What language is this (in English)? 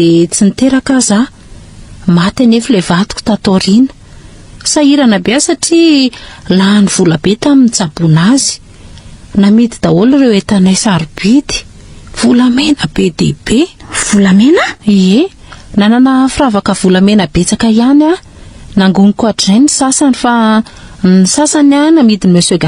Malagasy